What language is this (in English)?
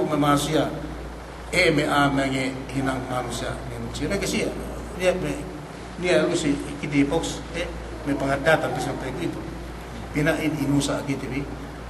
Yakan